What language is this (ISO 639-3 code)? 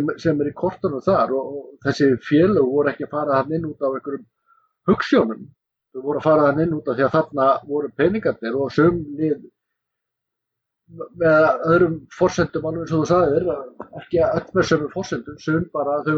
isl